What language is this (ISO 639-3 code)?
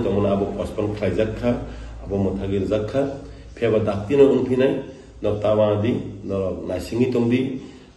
trp